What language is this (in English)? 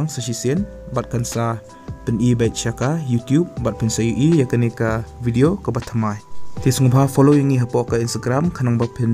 Khasi